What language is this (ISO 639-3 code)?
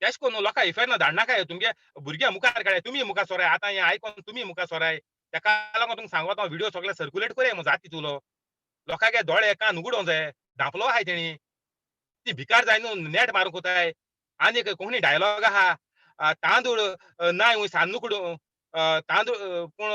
kok